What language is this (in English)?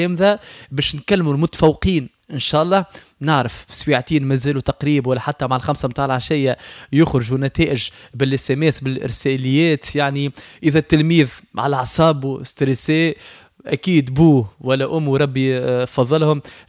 Tunisian Arabic